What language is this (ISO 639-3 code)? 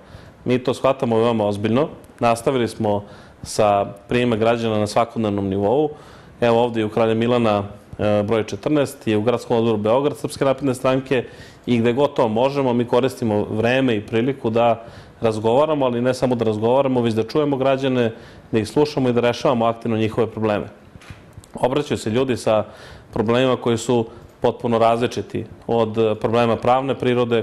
srp